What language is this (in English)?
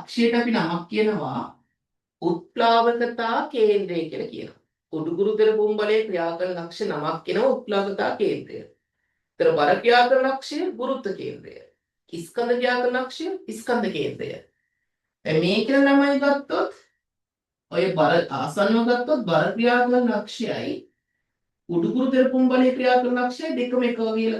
Sinhala